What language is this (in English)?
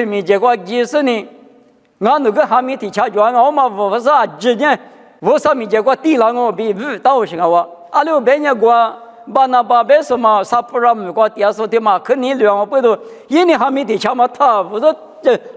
Lisu